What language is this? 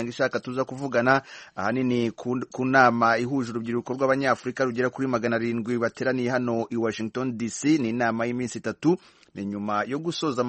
Kinyarwanda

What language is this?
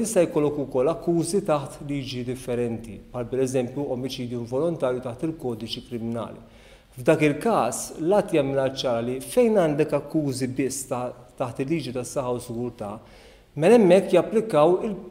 Maltese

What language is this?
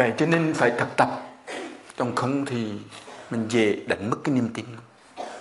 Vietnamese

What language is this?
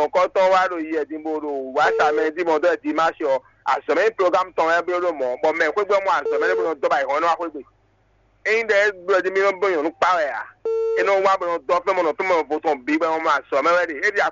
Fon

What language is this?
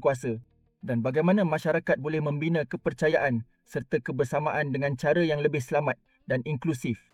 Malay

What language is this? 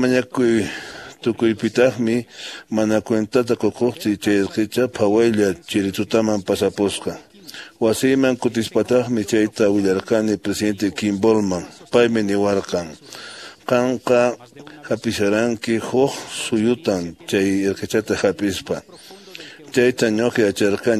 Quechua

